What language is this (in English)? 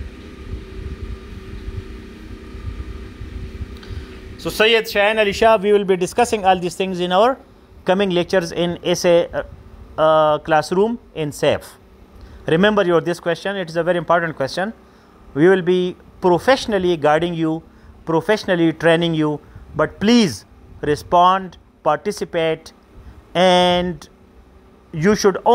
English